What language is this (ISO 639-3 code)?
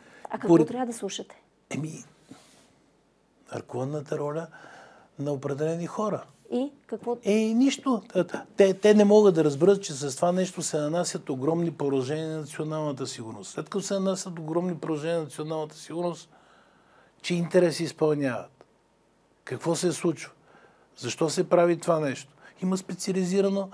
bul